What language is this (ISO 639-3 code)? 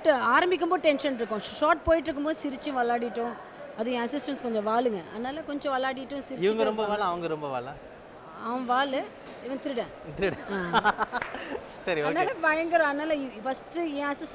tam